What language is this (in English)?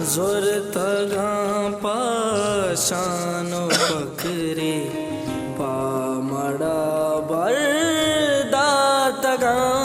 Baluchi